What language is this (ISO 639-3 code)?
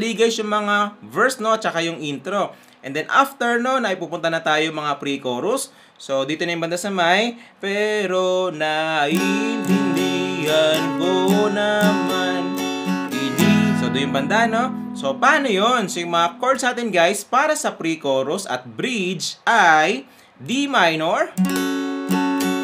fil